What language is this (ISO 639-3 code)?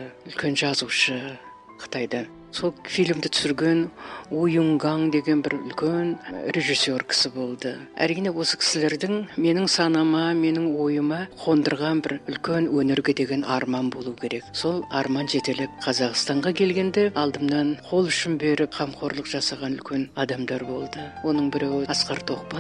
kaz